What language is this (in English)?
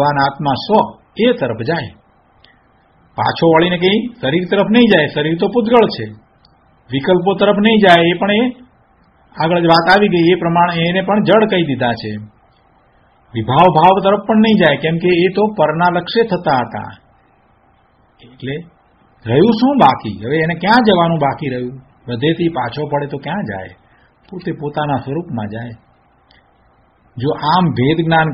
Gujarati